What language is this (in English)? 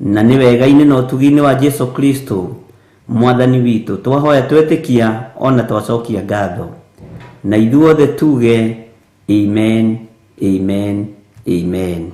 Kikuyu